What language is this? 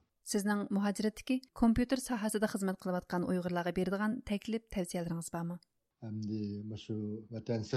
Uyghur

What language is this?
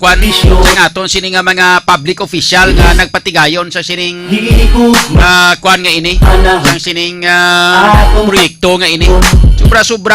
Hiligaynon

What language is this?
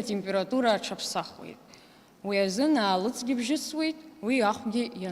Abkhazian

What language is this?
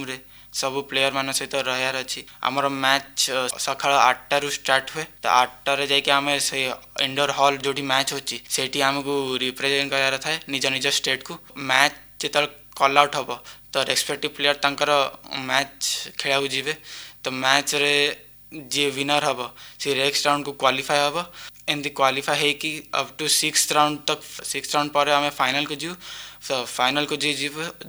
Odia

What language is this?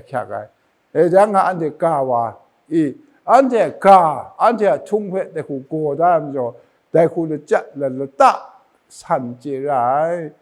Kachin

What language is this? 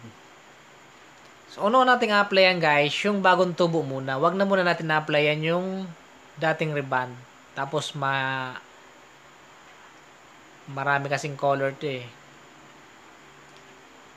Filipino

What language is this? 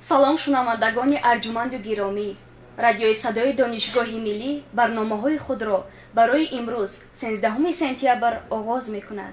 Tajik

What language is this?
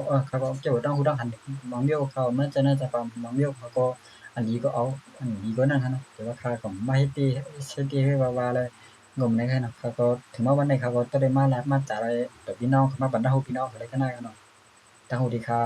Shan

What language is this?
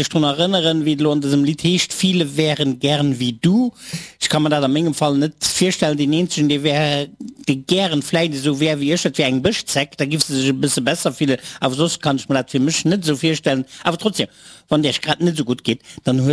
Luxembourgish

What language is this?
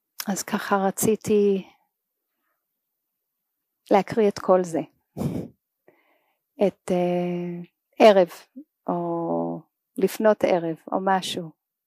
Hebrew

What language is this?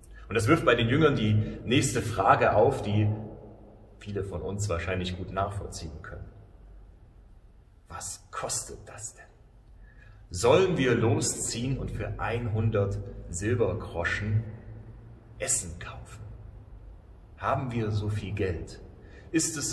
German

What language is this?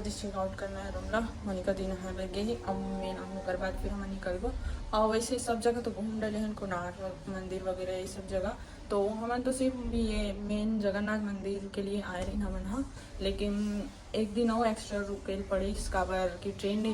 Chhattisgarhi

